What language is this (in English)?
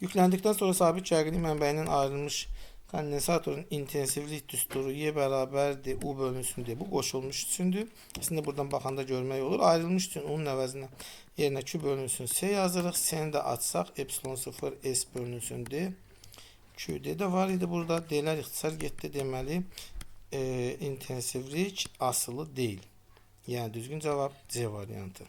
Azerbaijani